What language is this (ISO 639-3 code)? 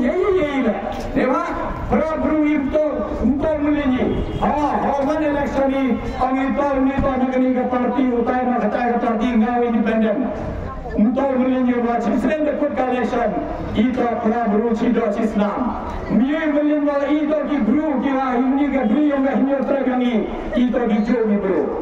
kha